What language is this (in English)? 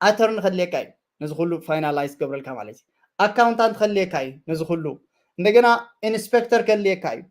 Tigrinya